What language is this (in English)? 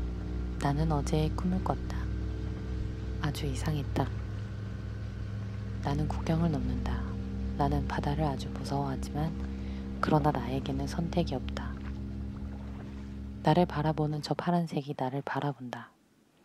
Korean